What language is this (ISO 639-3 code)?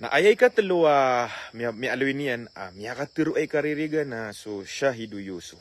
mrw